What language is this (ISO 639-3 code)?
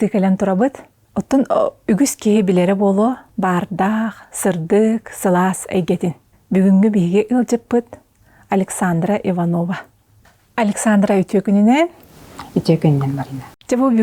sah